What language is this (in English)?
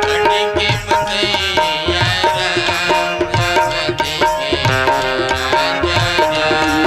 Chhattisgarhi